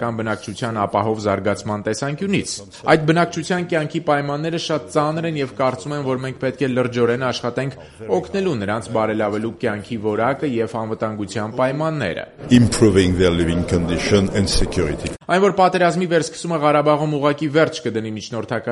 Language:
Armenian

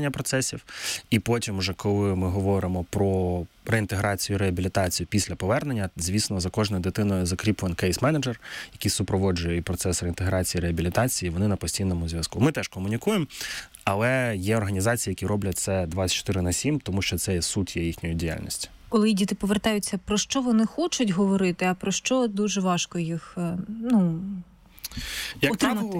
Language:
Ukrainian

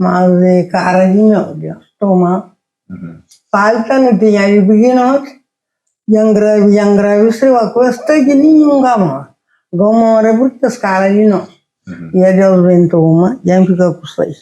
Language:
Kabuverdianu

